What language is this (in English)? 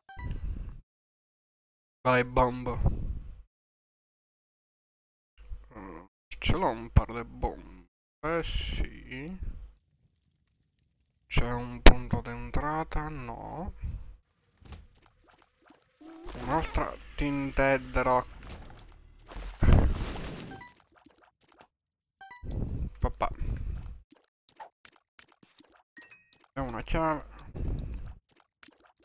Italian